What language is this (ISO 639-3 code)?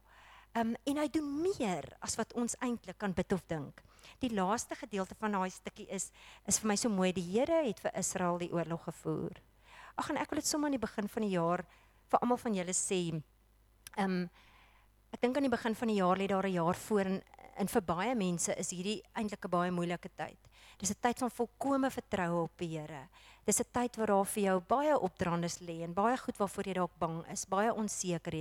afr